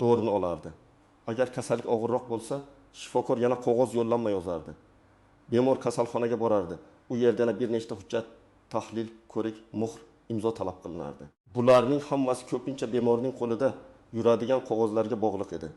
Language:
Uzbek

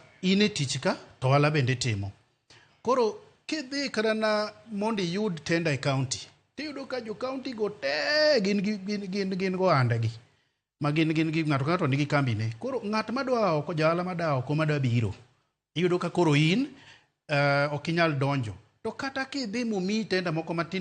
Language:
Luo (Kenya and Tanzania)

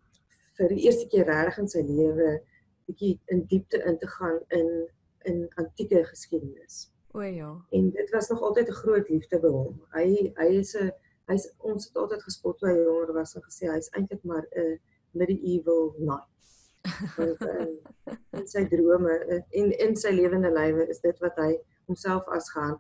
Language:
Afrikaans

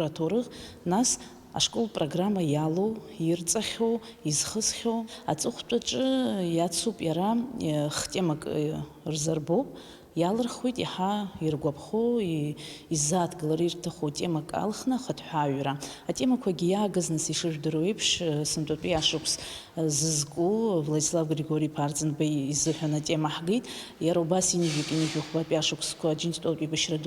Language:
Abkhazian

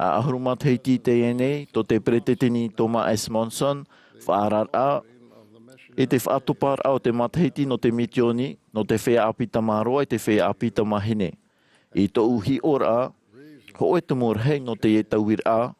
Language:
Tahitian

